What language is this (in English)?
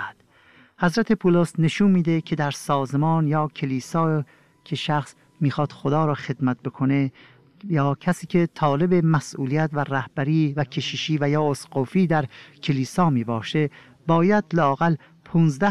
Persian